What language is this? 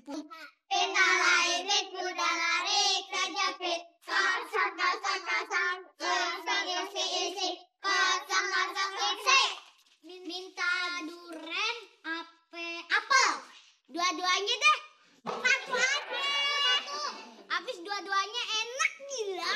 Betawi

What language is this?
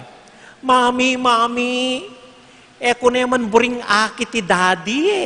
Pampanga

